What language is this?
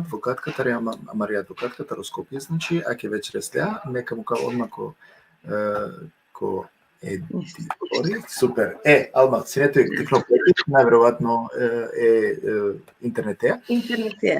Balkan Romani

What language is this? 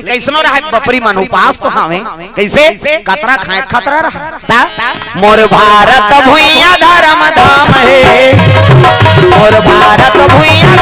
Chhattisgarhi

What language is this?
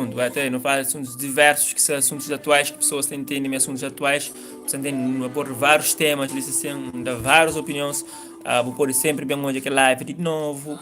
Kabuverdianu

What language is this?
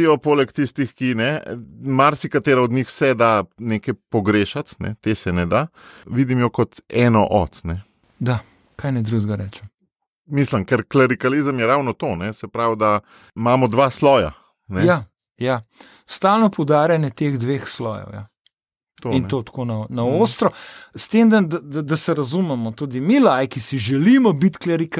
Slovenian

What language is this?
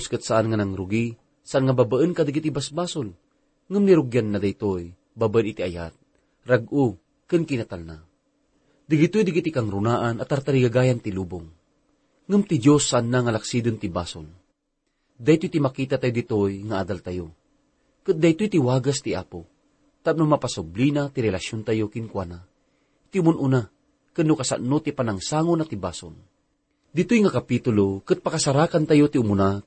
Iloko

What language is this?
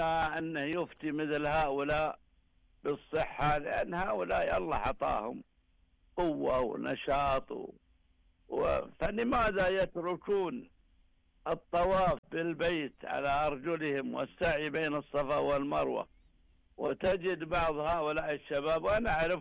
Najdi Arabic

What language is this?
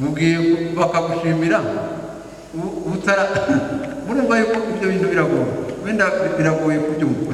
Kinyarwanda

